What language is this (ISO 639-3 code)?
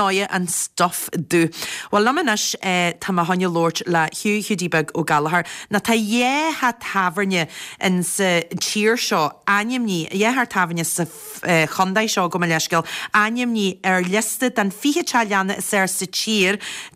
gle